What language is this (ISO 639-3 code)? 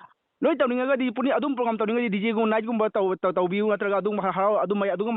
mni